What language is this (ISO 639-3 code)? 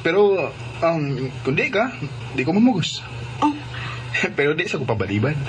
ceb